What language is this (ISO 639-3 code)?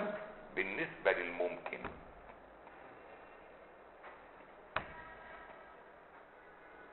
ara